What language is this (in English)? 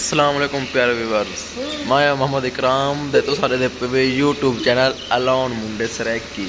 Saraiki